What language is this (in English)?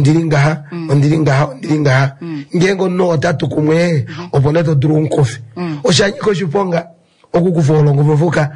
Kuanyama